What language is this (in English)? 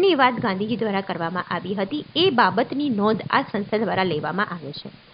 Gujarati